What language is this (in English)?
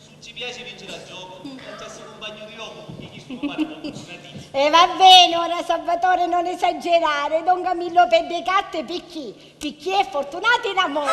Sicilian